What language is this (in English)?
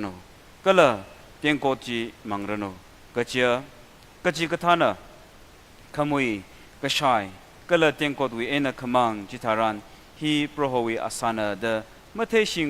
Tangkhul Naga (India)